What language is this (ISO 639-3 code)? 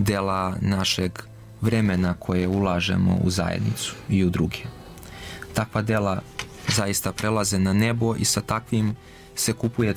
srp